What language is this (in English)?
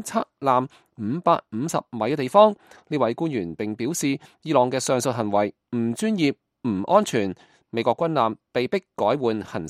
Cantonese